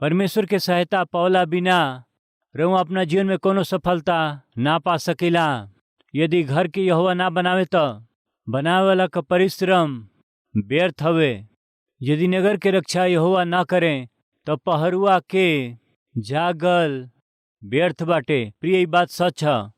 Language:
Bhojpuri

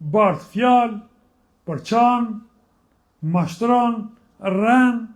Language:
Albanian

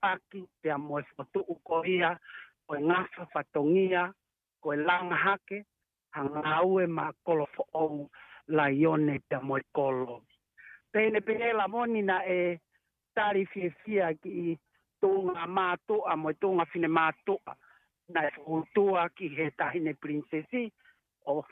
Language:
Tongan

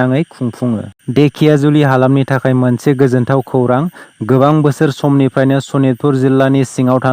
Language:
Bodo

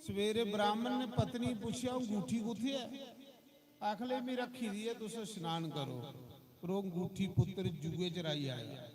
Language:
Dogri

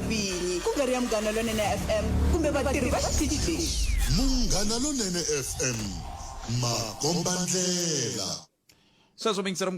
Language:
Tsonga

